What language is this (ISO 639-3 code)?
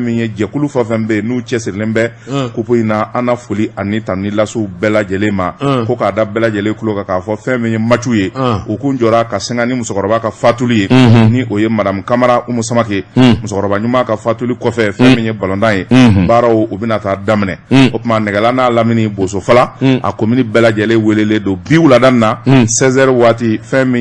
bam